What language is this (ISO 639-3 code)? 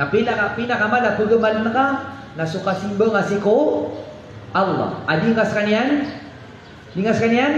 mrw